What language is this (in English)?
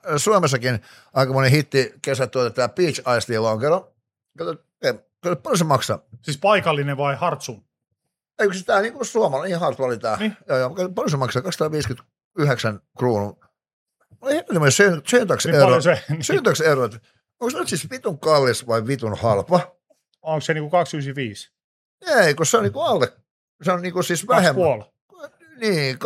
Finnish